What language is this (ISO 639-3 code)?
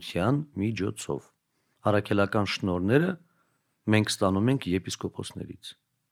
hye